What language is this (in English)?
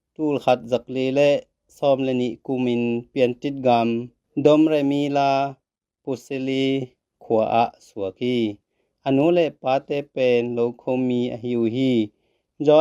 Tedim Chin